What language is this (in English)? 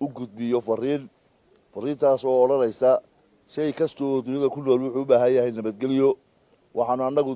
Somali